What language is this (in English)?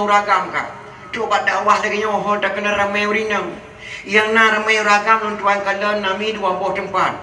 Achinese